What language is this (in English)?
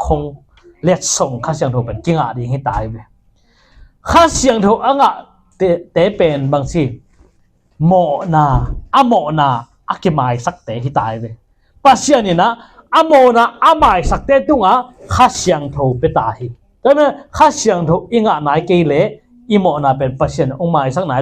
Tedim Chin